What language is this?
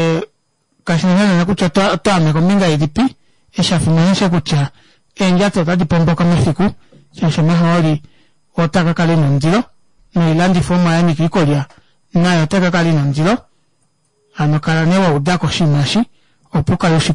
Kuanyama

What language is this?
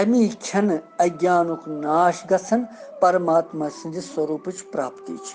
Kashmiri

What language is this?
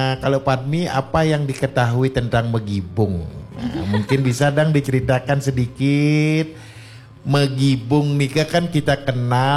Balinese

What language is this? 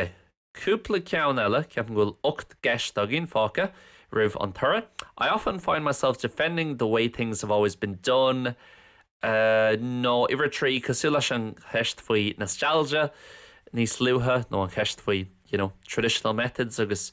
Irish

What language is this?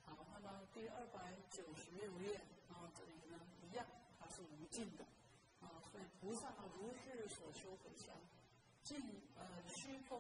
Chinese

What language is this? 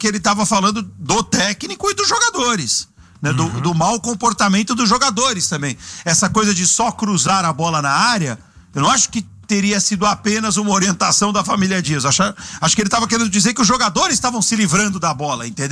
Portuguese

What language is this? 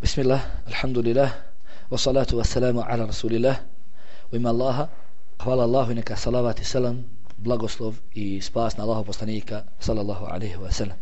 Bosnian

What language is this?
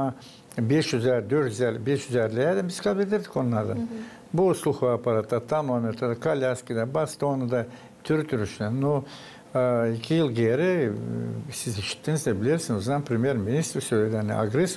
Gagauz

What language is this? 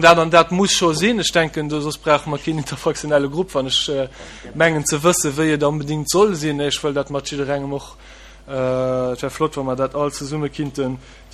Luxembourgish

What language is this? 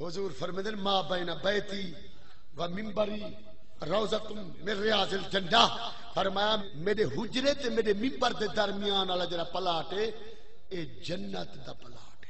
Saraiki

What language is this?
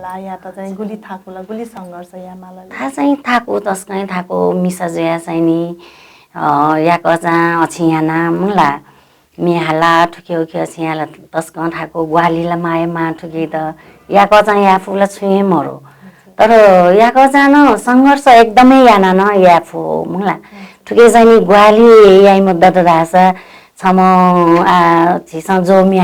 Newari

